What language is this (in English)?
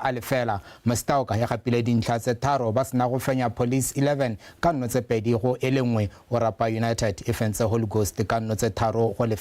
Tswana